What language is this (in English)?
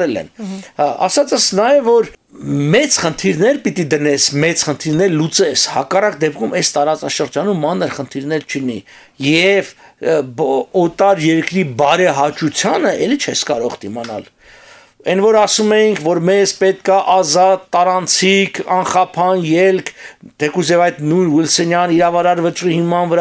Armenian